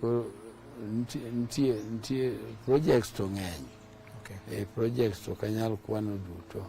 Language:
Luo (Kenya and Tanzania)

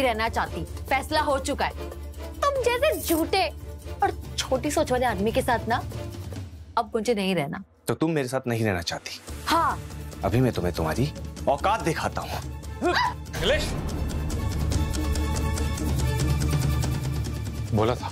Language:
Hindi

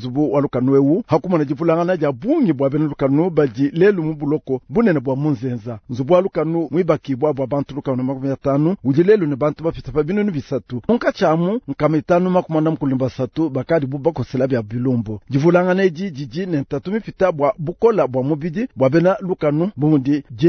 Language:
Luba-Lulua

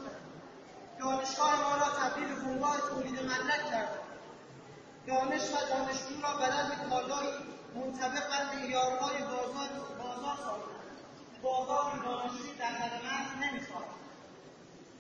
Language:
Persian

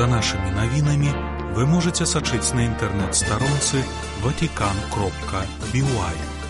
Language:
Belarusian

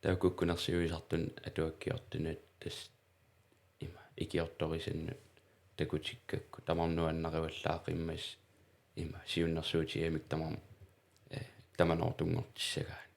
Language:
Kalaallisut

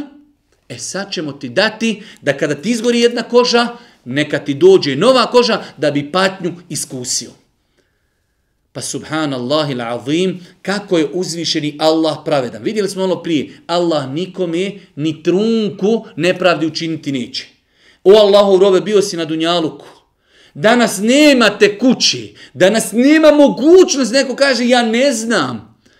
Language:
Bosnian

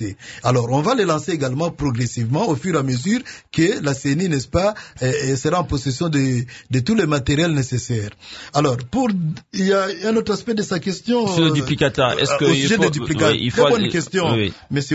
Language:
French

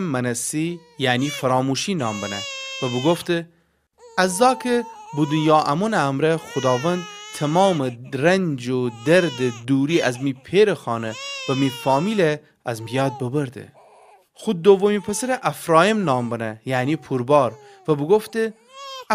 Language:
Gilaki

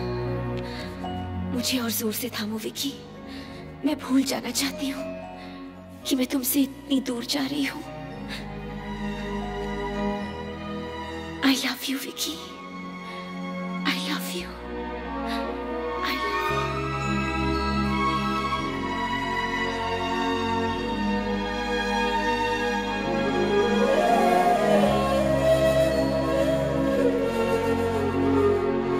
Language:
Hindi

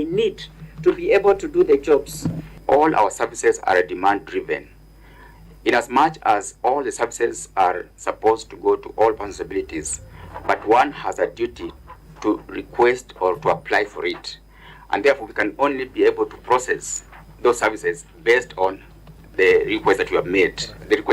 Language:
Kamba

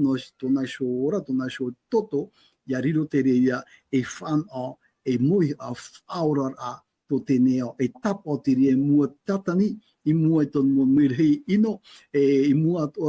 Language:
Tahitian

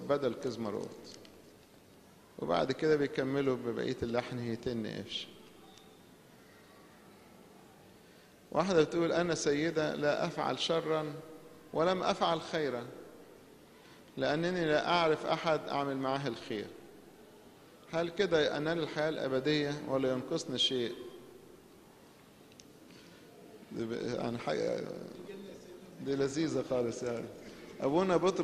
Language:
Egyptian Arabic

